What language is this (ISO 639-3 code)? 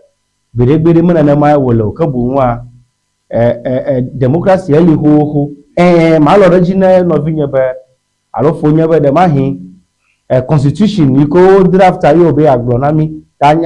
ewe